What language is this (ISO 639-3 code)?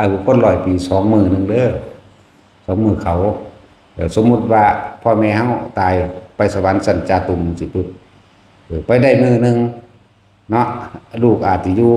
tts